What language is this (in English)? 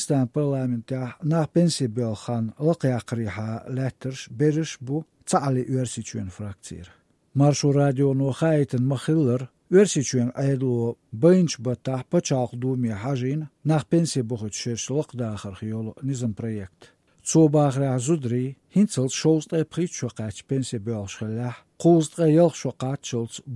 Chechen